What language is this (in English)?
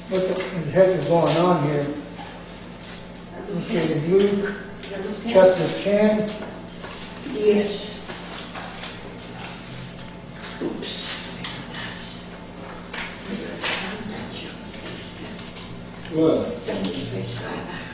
English